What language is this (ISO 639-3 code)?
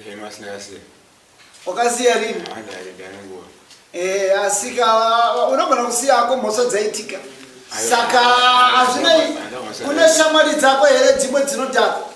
sna